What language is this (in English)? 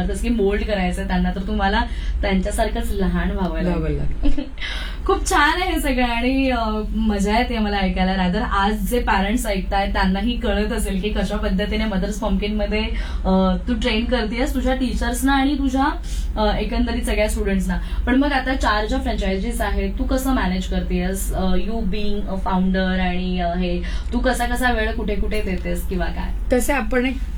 Marathi